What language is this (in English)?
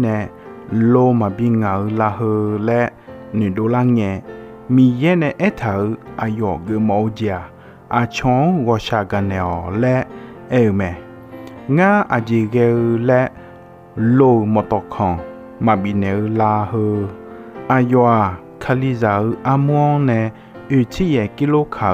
Akha